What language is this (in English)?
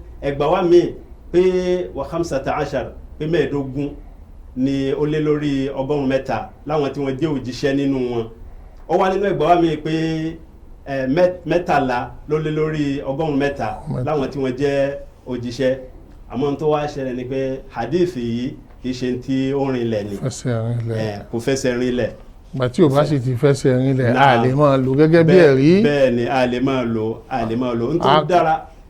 Yoruba